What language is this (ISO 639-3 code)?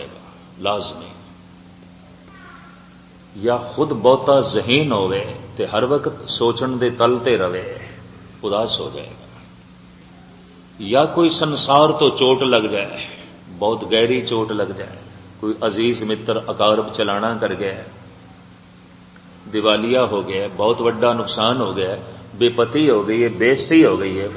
pan